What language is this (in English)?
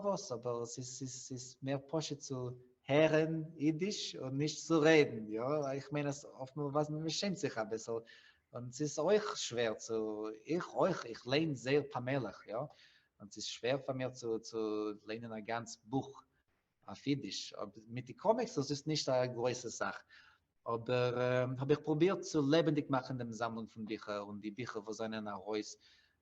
Yiddish